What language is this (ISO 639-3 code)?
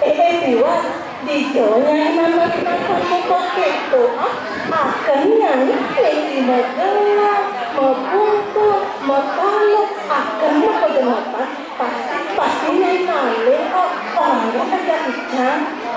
ban